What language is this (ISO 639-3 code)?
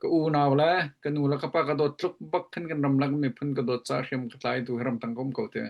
cnh